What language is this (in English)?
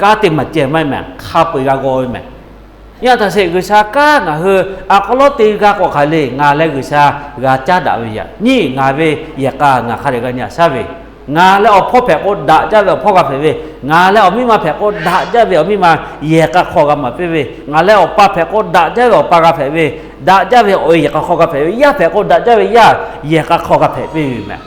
Lahu